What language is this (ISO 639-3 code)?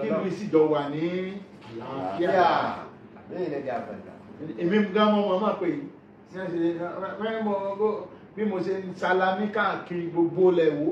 yor